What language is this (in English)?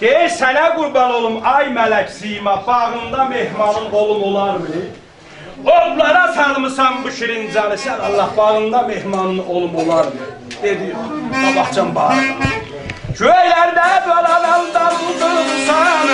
South Azerbaijani